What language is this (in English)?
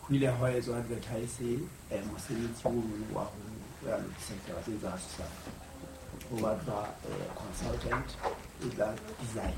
Southern Sotho